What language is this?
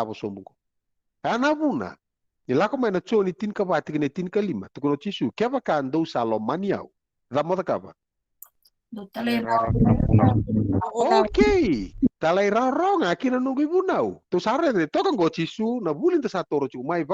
Fijian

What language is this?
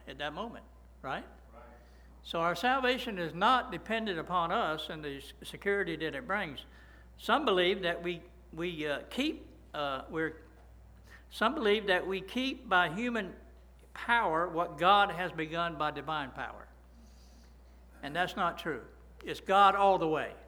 English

